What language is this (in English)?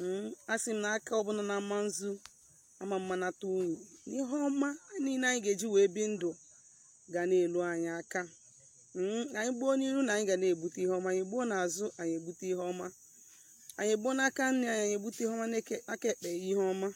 Igbo